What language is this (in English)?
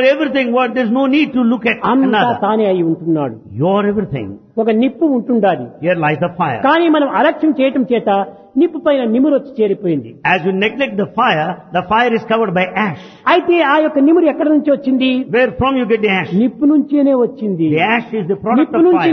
Telugu